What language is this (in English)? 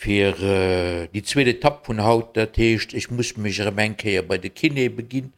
Luxembourgish